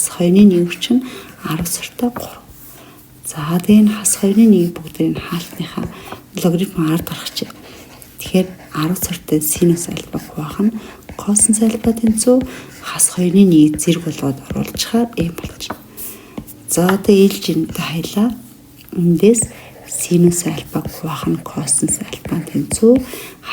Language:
Mongolian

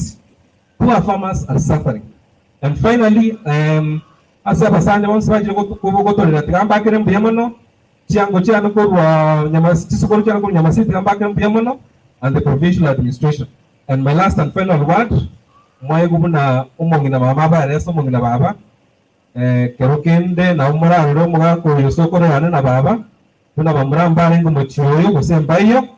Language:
Gusii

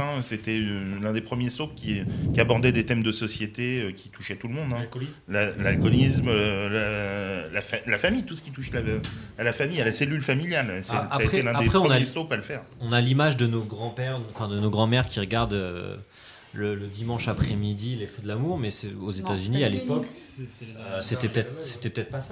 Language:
French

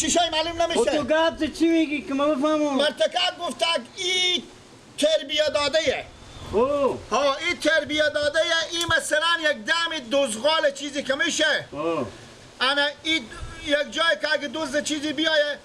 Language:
Persian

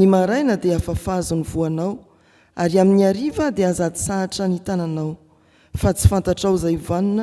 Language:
Malagasy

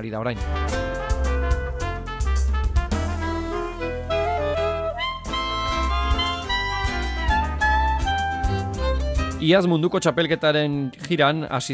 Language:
Basque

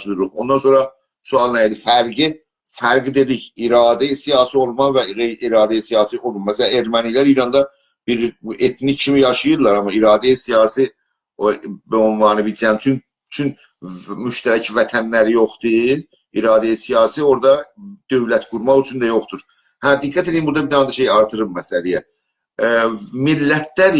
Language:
South Azerbaijani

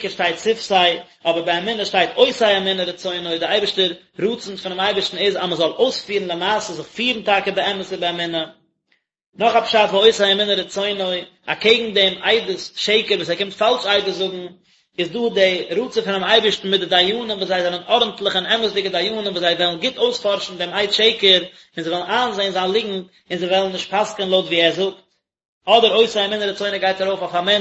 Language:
Yiddish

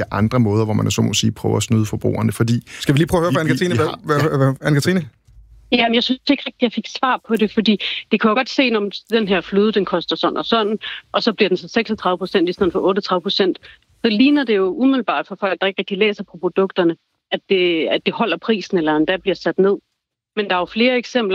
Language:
Danish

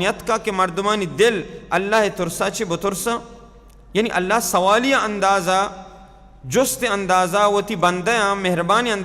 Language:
Baluchi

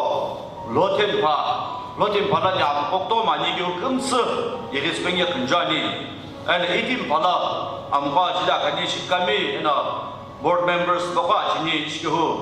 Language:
Sumi Naga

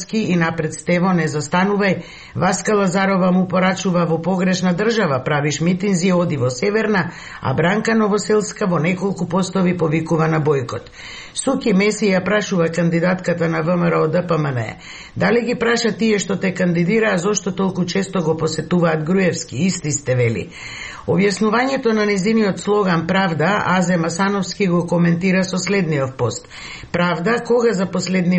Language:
Macedonian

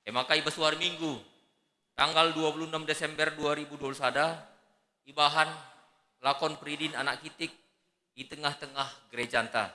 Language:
Batak Karo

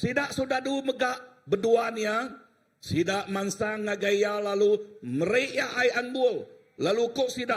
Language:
Iban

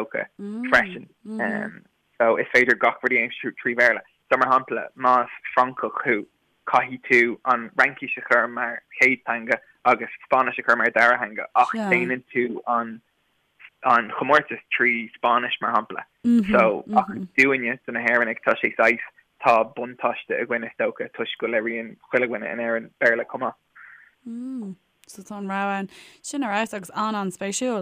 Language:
Irish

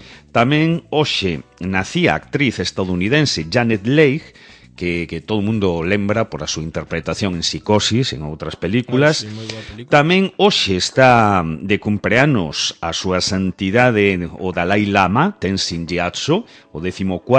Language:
Galician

